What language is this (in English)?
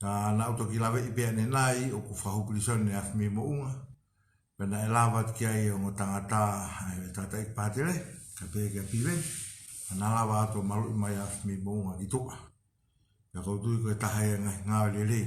Tongan